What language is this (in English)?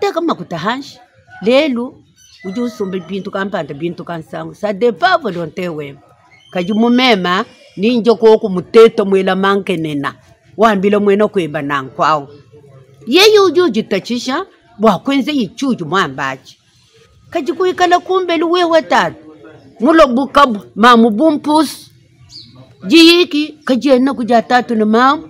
Luba-Lulua